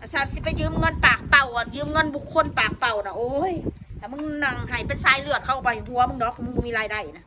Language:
Northeastern Thai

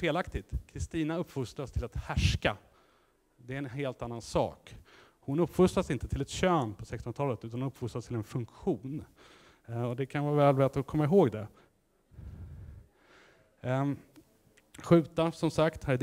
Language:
Swedish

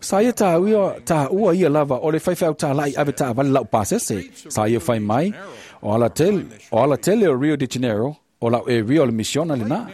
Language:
Samoan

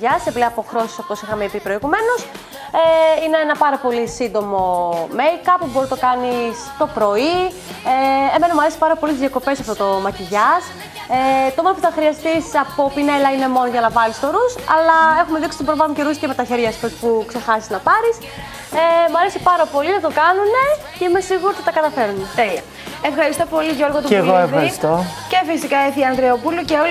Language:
Greek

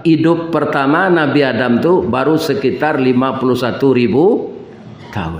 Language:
Minangkabau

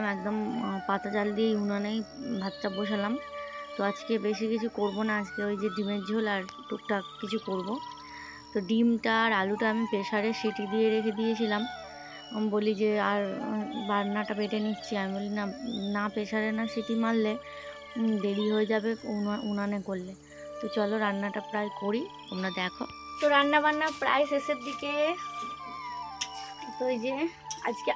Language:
Bangla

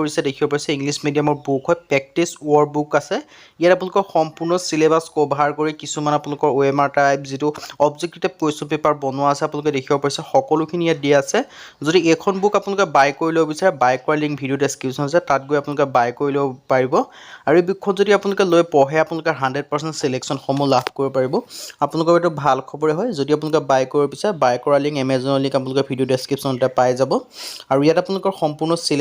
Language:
Assamese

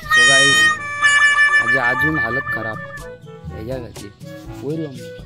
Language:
Konkani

